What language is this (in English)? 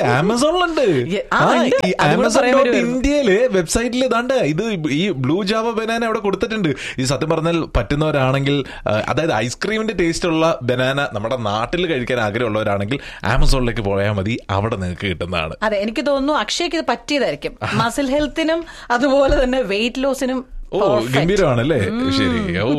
Malayalam